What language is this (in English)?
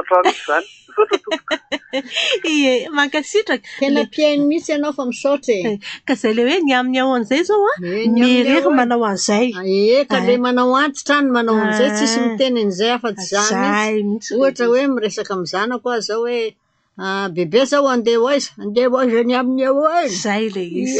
Malagasy